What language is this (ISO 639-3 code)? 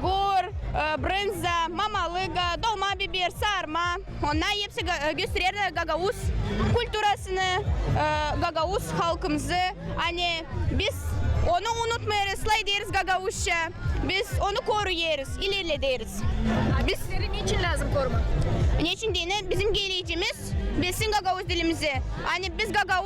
gag